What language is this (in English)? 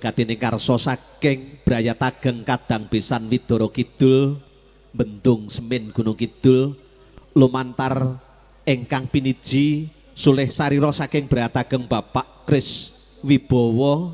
Javanese